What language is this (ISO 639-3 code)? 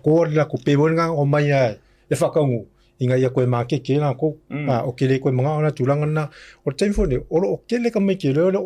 smo